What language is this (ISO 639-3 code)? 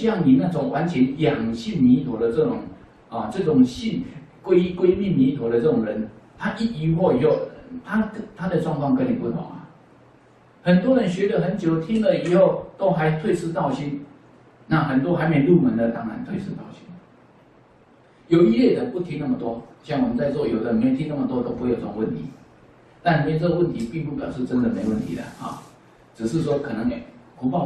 zho